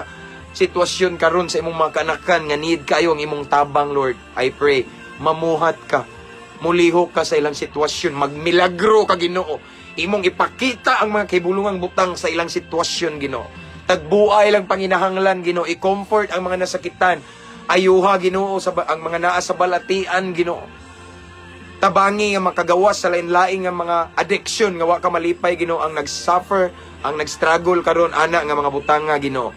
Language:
Cebuano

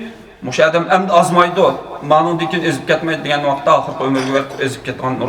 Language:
Uyghur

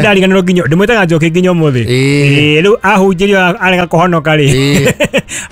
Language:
Kikuyu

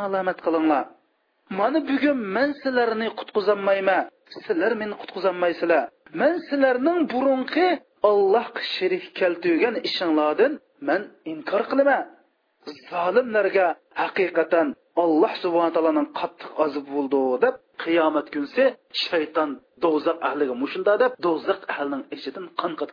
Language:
Uyghur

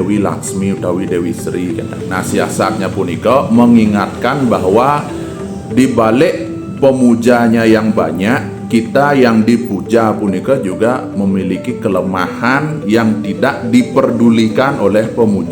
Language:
Balinese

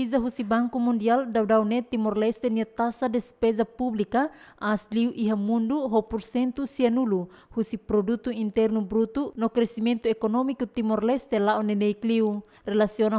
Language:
Tetum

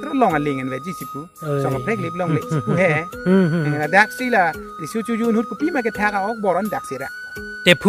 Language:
Karbi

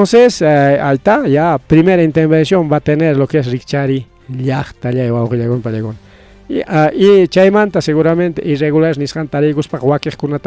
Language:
Ayacucho Quechua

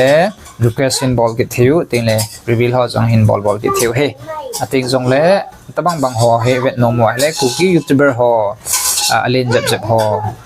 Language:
Thado Chin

